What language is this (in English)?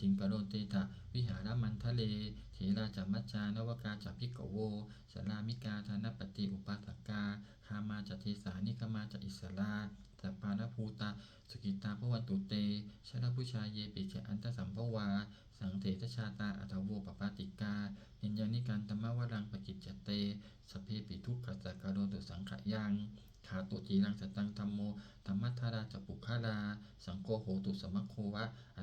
Pali